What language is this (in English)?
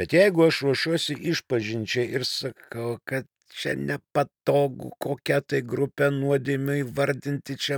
Lithuanian